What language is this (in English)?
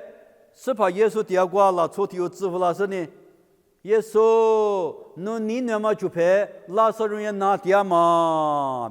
Lisu